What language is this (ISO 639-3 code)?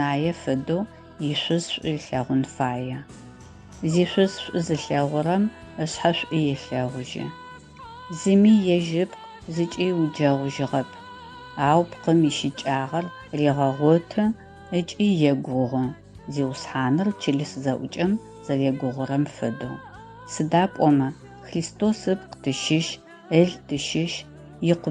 ady